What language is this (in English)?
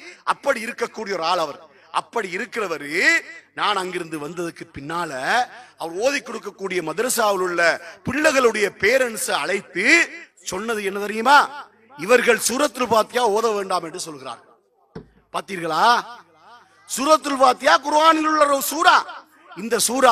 Tamil